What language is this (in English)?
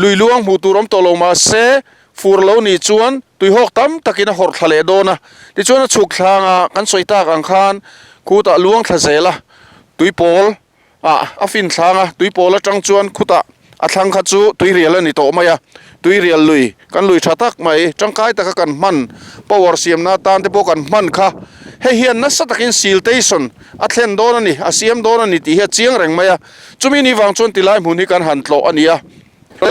Mizo